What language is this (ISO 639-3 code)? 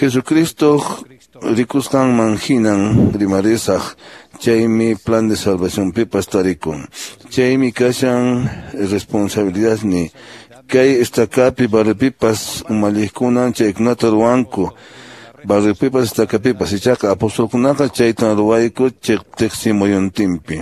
que